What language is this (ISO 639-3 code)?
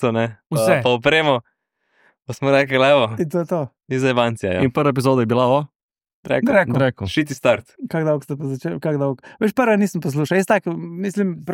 slv